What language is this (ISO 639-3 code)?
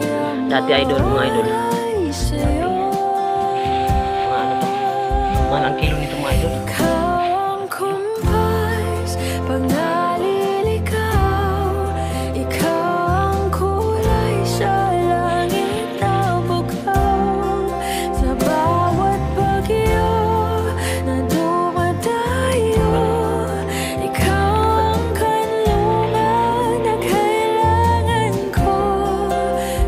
fil